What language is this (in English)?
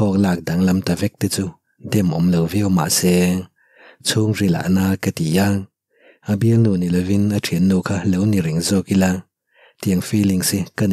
Mizo